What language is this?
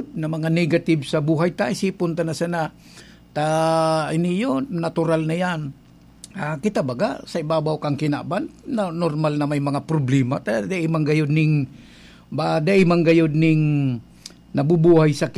Bikol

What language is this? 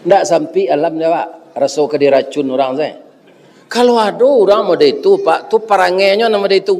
Minangkabau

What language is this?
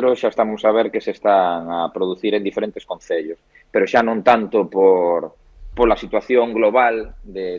Galician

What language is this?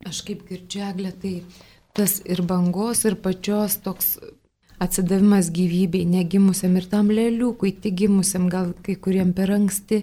Lithuanian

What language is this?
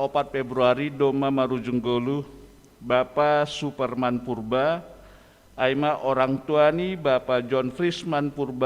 Batak Simalungun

